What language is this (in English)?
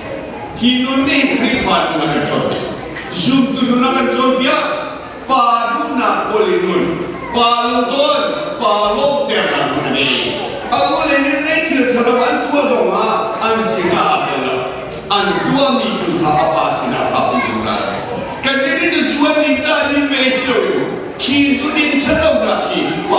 Hakha Chin